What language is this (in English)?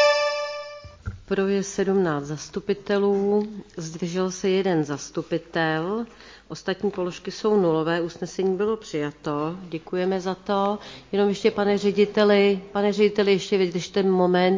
Czech